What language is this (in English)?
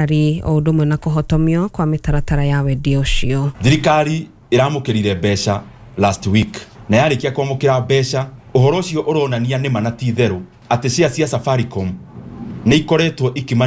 Kikuyu